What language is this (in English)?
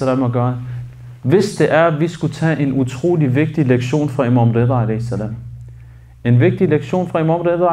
Danish